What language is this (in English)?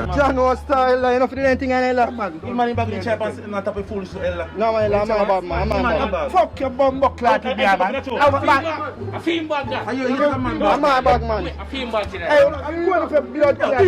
Jamaican Creole English